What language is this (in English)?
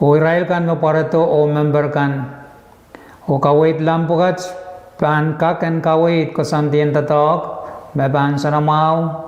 Pohnpeian